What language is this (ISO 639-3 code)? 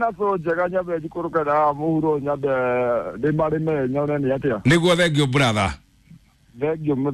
kik